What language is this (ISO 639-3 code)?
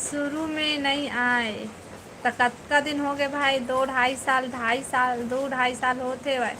hne